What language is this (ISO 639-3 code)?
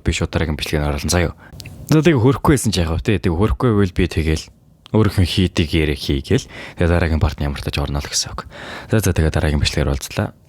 mon